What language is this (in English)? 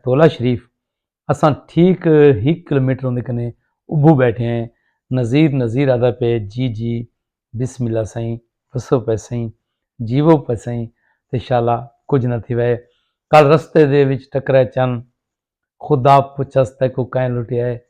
Saraiki